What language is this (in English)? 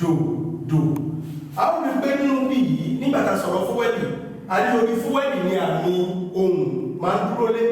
Yoruba